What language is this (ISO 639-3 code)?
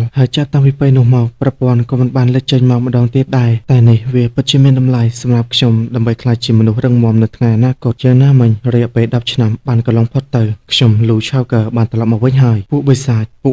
khm